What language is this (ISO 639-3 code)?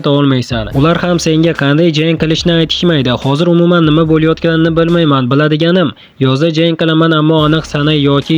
uzb